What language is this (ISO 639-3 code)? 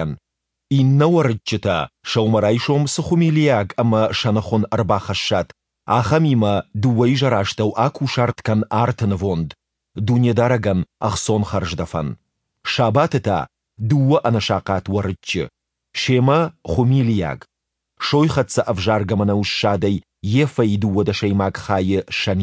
oss